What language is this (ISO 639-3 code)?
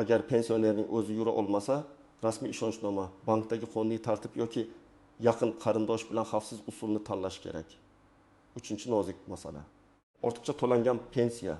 uzb